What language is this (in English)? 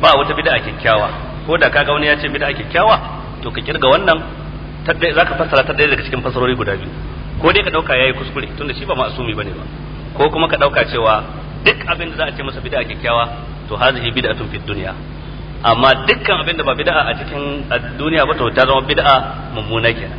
Hausa